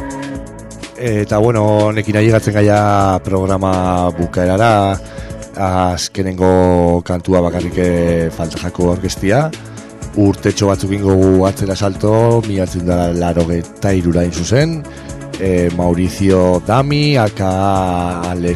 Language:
Basque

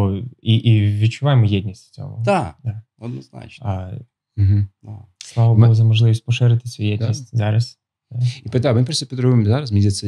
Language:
Ukrainian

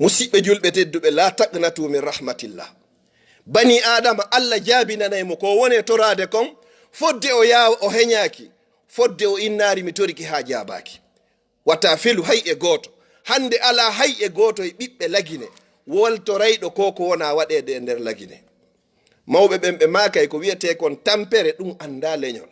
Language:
Fula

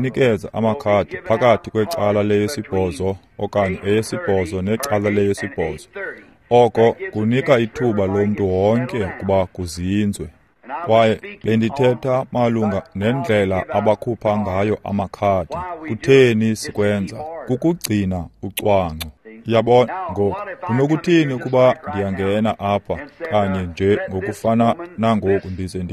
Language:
Xhosa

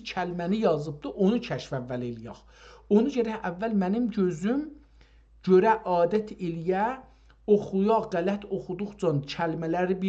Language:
South Azerbaijani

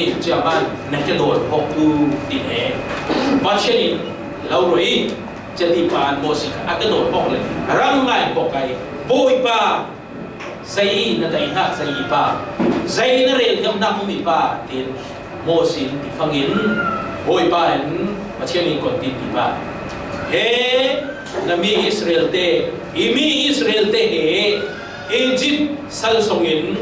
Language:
Falam Chin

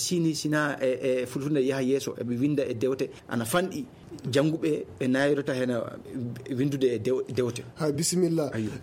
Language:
Fula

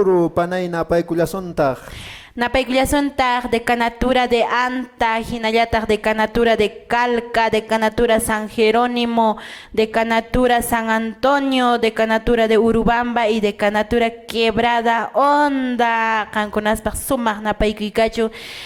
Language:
Quechua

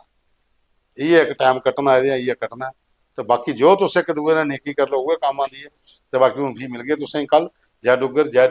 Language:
Dogri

